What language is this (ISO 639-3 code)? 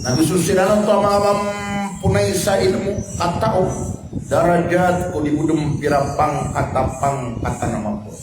mrw